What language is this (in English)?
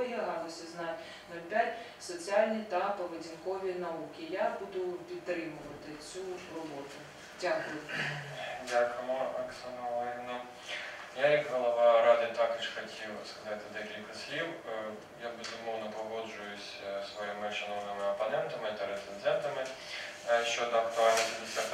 Ukrainian